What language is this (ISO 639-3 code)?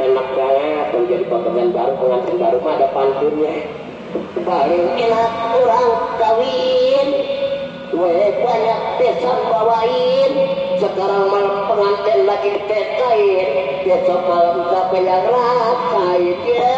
bew